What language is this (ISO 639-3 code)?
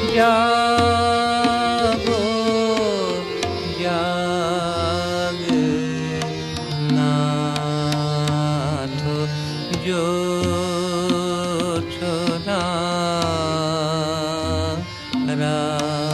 ben